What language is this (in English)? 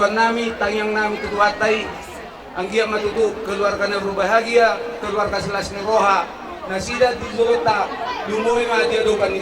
Batak Toba